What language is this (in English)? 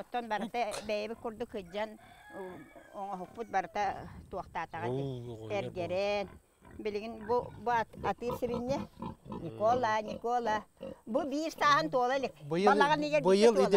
Yakut